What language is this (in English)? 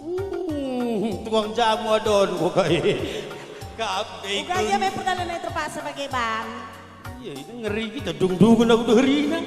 Batak Karo